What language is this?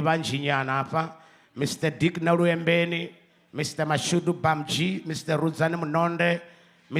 Venda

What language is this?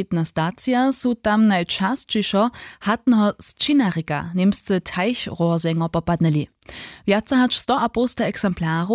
Upper Sorbian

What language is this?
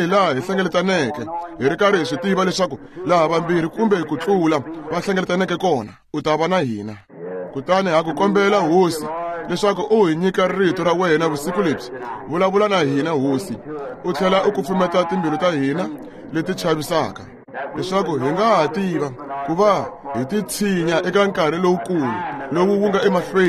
Tsonga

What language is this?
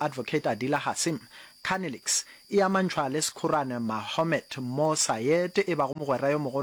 Northern Sotho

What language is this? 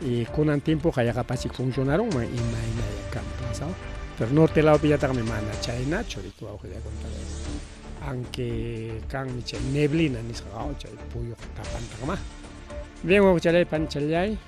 Ayacucho Quechua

